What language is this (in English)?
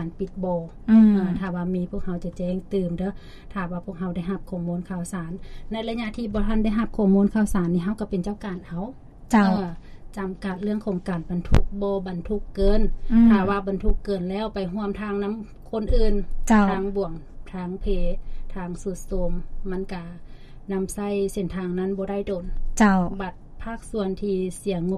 Lao